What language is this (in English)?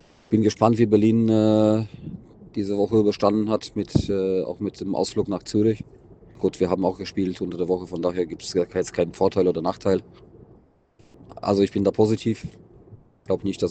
German